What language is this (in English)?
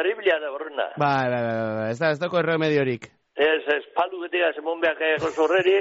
Basque